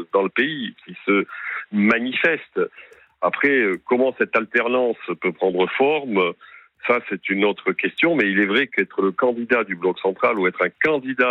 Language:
French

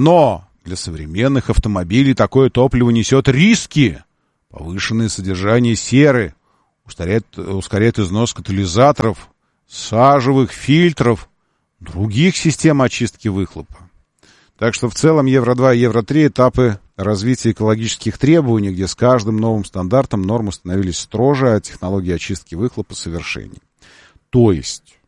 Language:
Russian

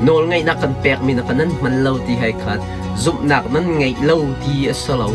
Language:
Hakha Chin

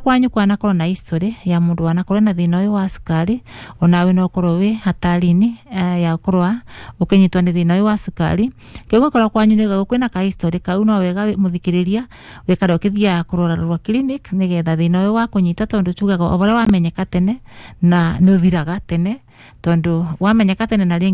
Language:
Kikuyu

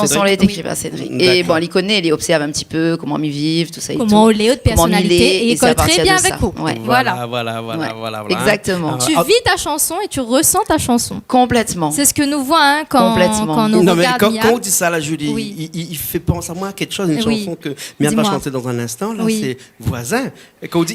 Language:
Réunion Creole French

